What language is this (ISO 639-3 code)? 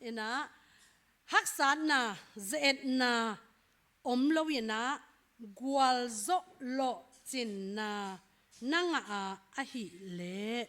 ctd